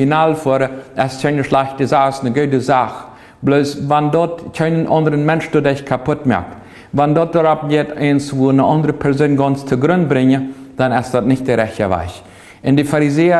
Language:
Plautdietsch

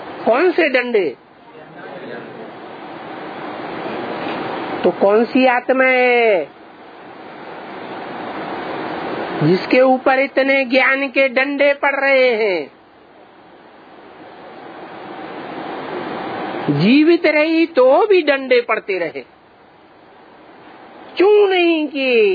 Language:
Hindi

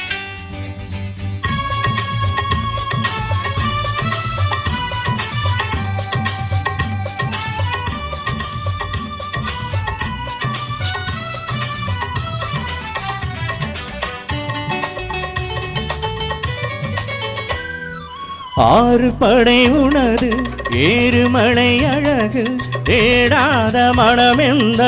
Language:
Tamil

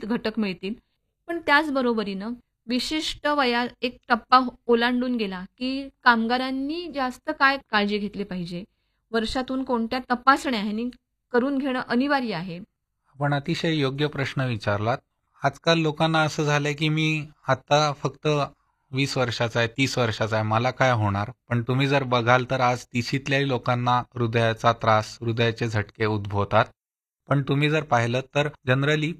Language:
Marathi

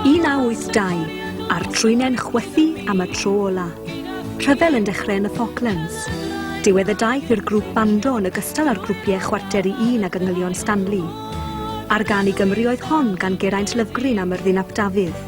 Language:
Welsh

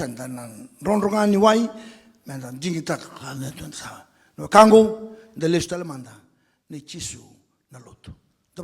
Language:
Fijian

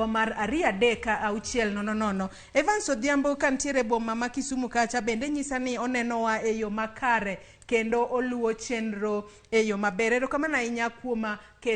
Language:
Luo (Kenya and Tanzania)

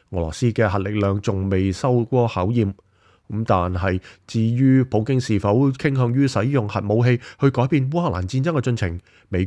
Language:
Cantonese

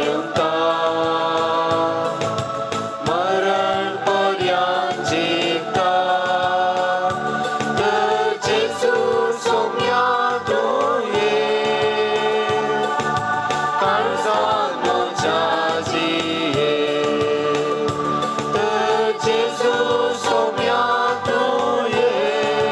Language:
Konkani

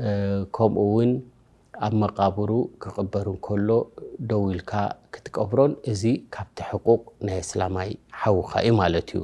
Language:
Tigrinya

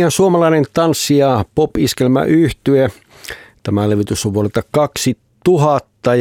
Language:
Finnish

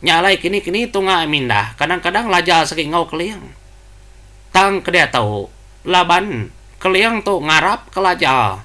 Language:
Iban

